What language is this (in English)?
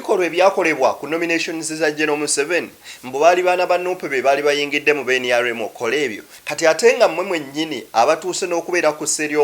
Ganda